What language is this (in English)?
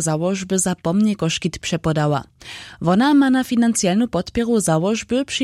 Upper Sorbian